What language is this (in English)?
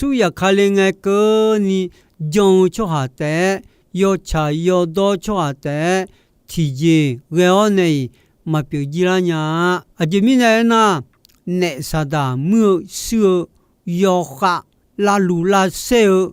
Akha